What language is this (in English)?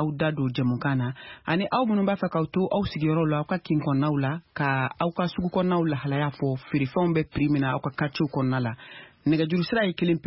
Bambara